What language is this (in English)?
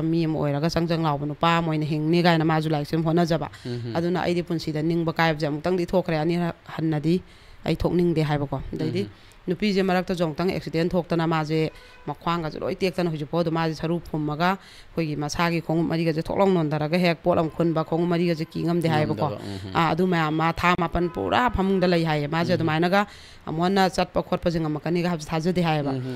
Manipuri